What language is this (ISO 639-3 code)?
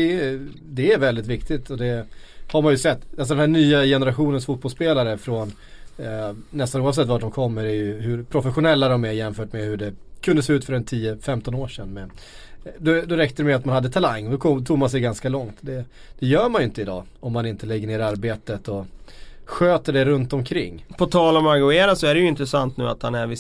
swe